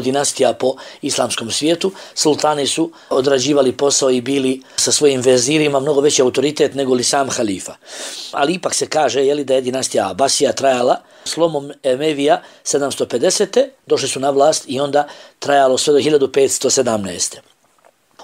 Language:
Bosnian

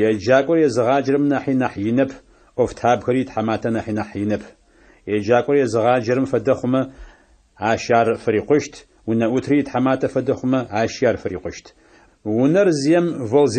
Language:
Adyghe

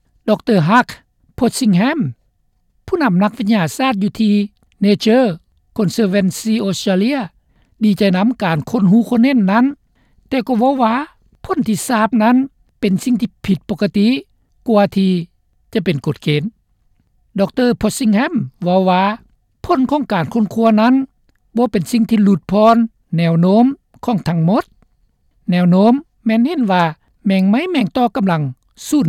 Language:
Lao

